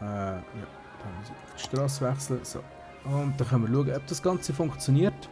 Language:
Swiss German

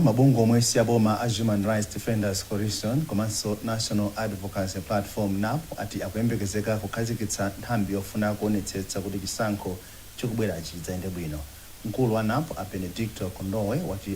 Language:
Nyanja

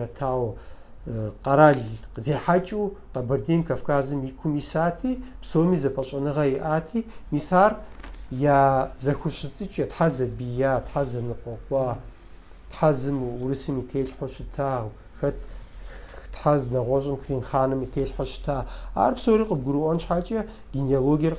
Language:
Kabardian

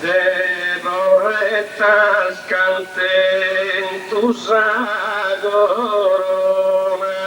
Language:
Sardinian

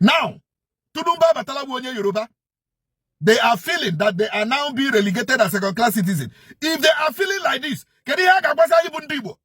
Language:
Igbo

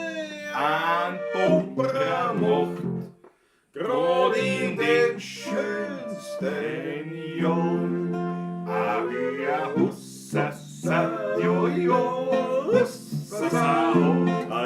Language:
Bavarian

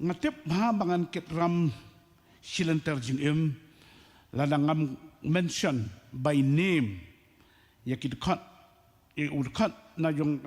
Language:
Khasi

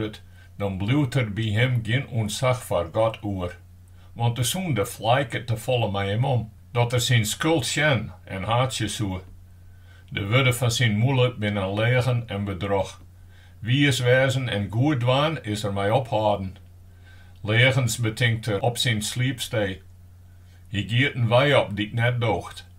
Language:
Western Frisian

